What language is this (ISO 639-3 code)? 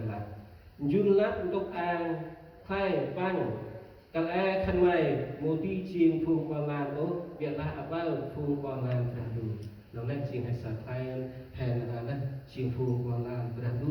cmo